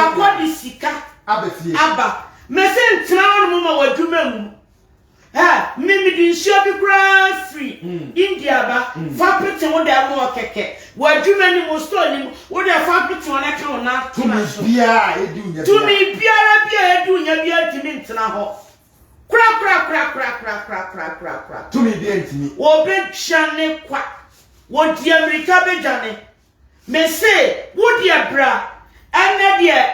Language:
Akan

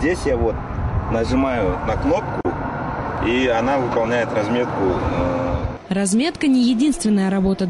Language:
Russian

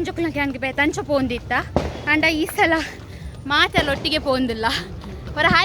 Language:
Tulu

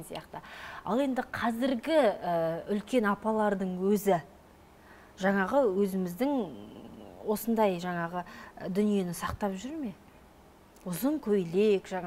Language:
Kazakh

